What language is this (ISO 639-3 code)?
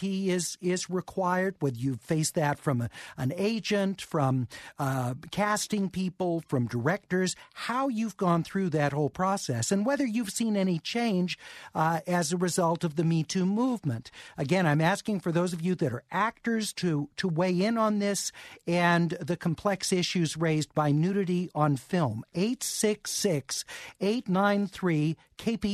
eng